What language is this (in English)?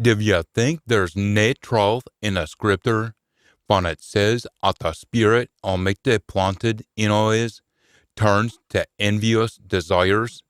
Scots